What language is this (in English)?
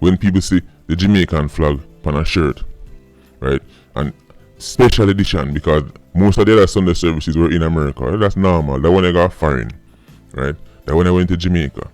Jamaican Creole English